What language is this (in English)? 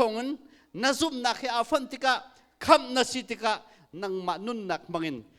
Hakha Chin